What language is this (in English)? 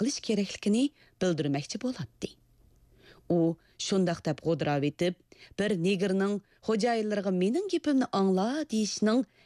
Uyghur